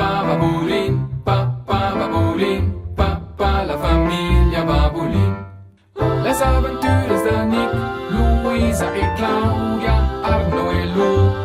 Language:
Romansh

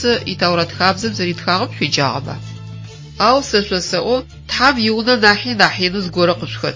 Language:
Adyghe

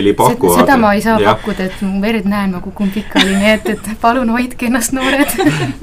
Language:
Estonian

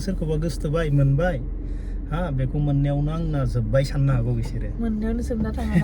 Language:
Bodo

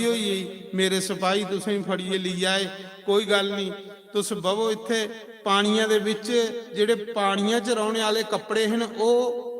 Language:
Dogri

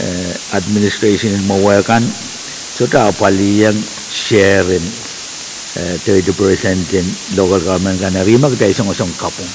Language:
Pohnpeian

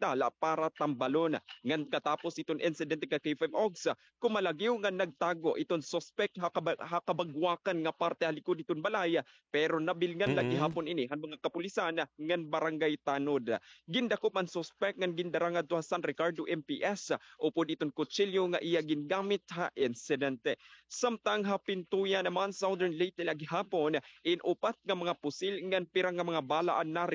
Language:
Waray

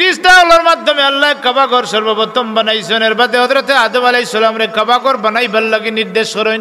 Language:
Sylheti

